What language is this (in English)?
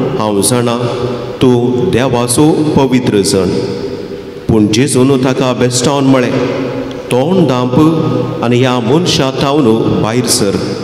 Konkani